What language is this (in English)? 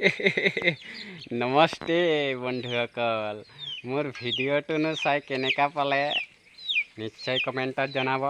Assamese